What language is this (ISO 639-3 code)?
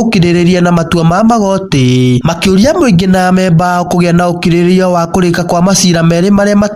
kik